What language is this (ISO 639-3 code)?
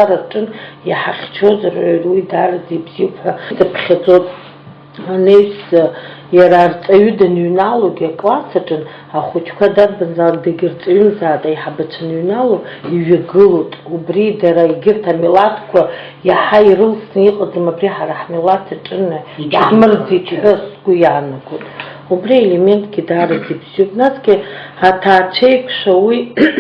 abk